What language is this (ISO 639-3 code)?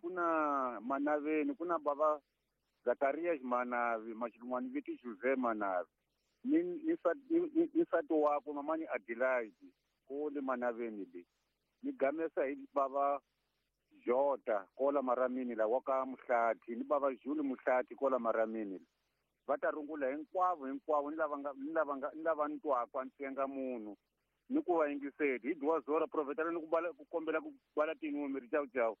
tso